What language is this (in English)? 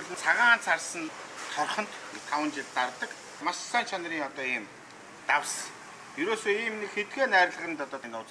Mongolian